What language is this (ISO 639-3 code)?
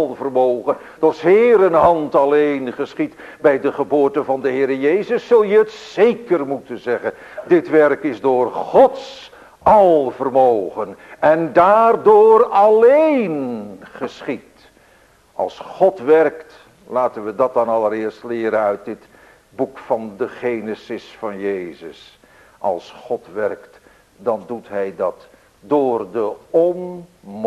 nld